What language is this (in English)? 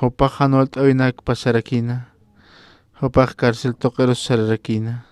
Aymara